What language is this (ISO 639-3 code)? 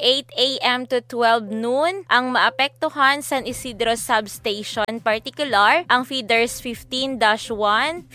hil